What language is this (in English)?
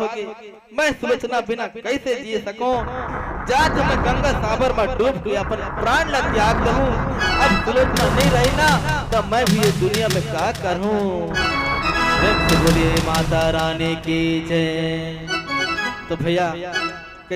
Chhattisgarhi